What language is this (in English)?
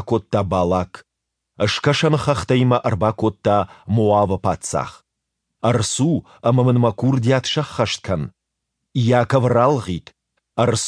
Ossetic